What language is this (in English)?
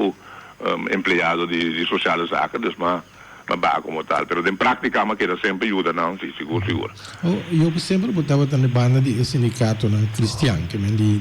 Papiamento